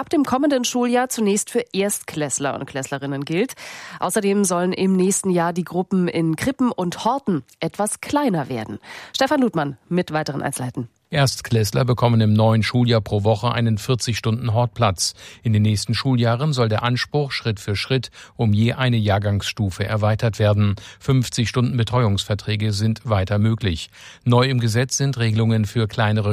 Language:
German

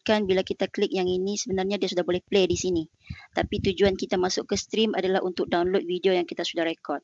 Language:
Malay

